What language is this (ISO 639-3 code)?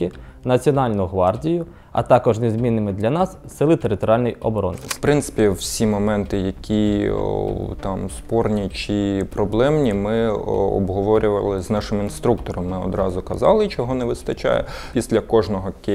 ukr